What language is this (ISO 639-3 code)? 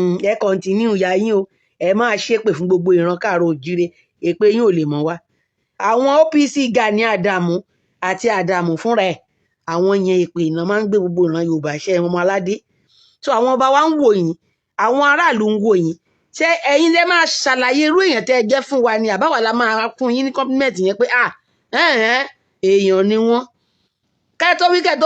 yor